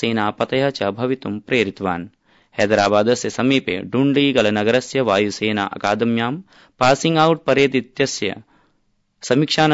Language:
Sanskrit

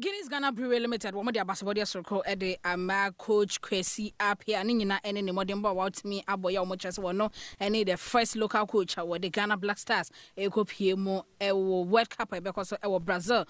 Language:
Akan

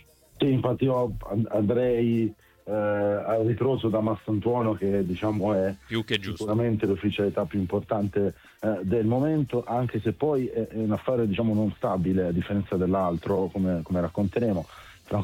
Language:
Italian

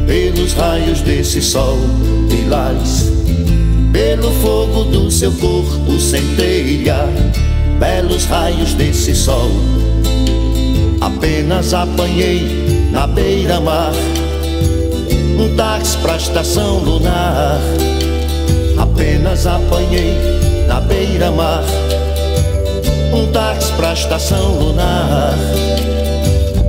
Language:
Portuguese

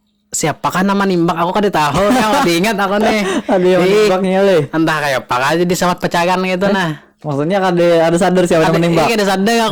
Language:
Banjar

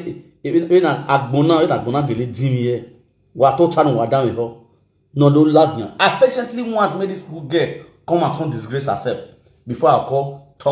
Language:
Nigerian Pidgin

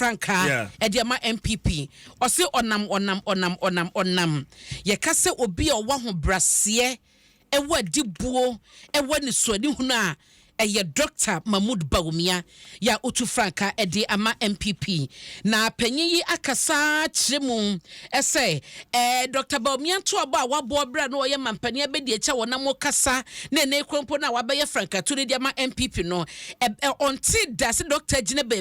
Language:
Akan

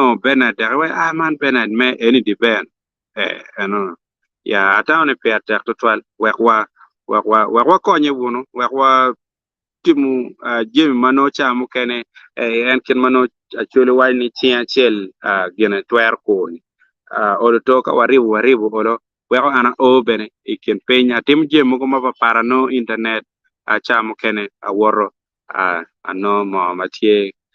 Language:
Acoli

